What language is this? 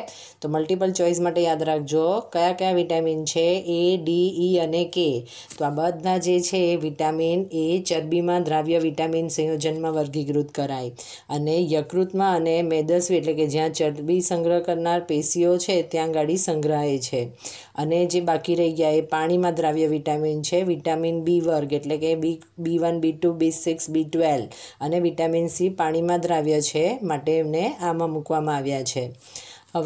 Gujarati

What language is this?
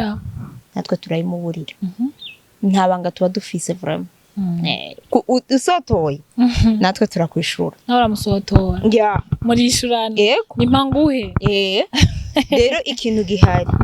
Rundi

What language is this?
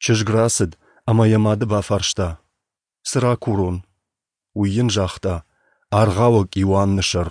Ossetic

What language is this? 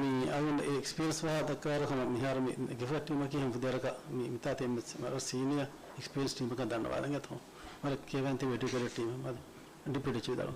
Divehi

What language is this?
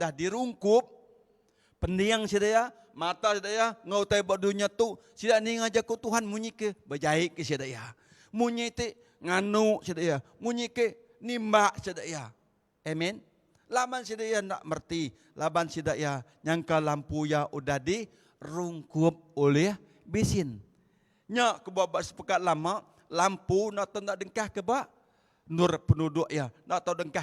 Iban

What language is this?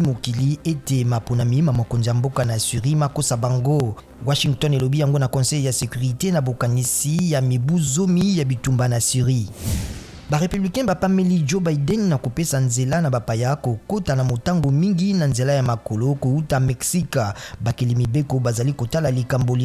Lingala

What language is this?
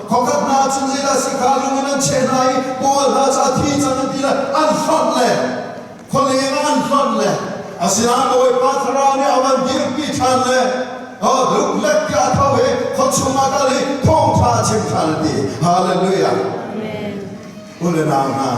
Falam Chin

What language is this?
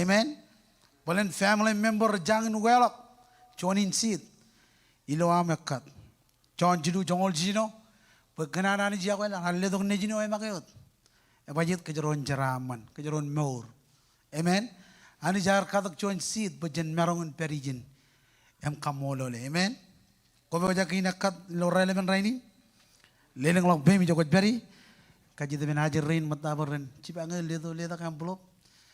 Marshallese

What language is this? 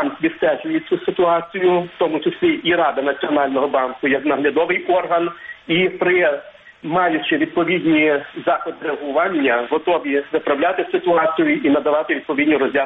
Ukrainian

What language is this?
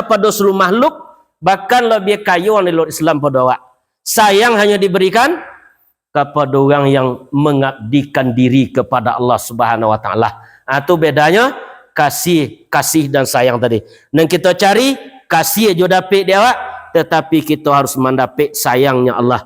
Minangkabau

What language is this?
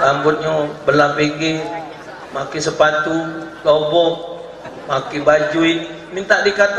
Musi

